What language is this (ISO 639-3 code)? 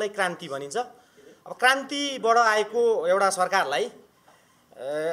nep